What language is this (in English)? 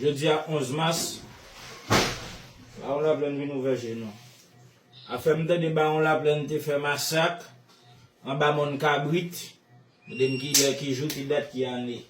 Haitian Creole